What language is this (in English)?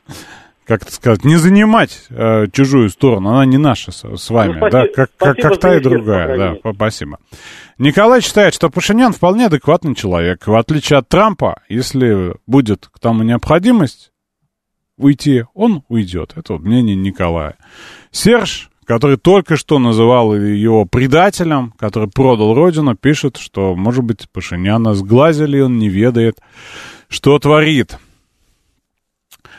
Russian